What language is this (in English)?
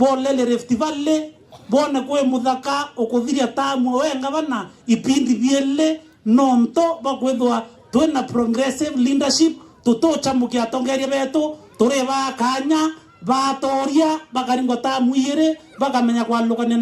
Meru